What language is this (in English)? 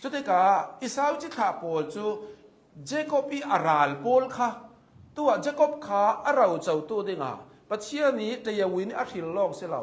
Hakha Chin